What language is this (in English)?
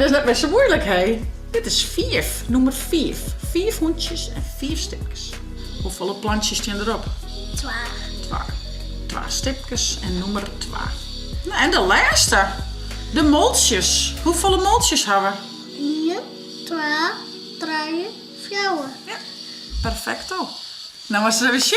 Western Frisian